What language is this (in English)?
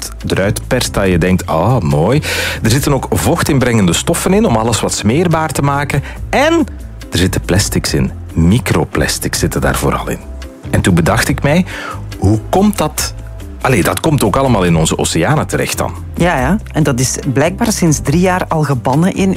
Dutch